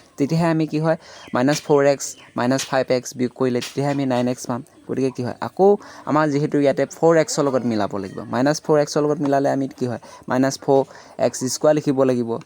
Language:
Assamese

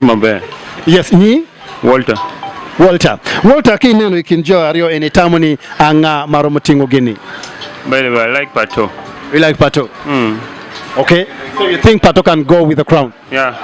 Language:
Acoli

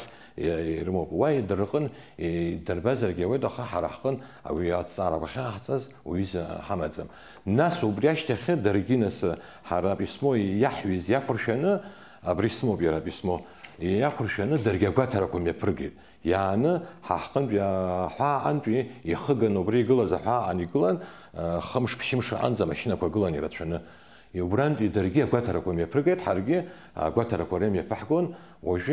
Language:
Abkhazian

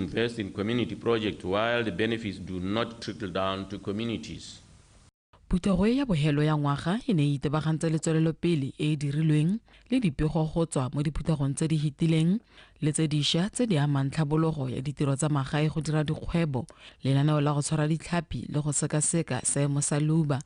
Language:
Tswana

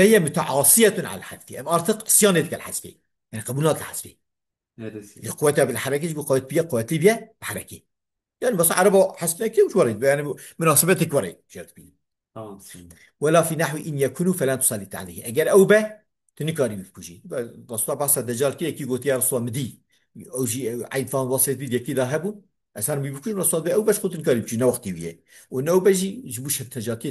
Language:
Kurdish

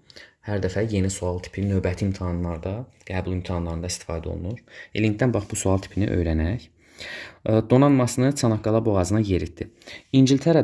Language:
Azerbaijani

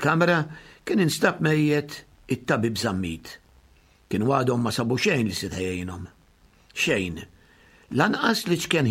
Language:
Maltese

